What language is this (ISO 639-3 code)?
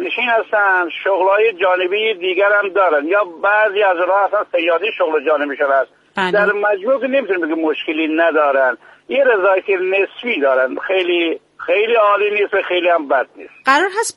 fas